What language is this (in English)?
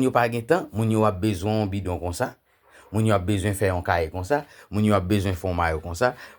Haitian Creole